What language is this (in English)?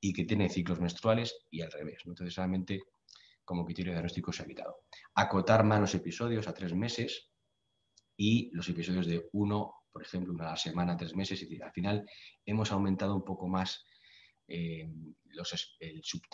Spanish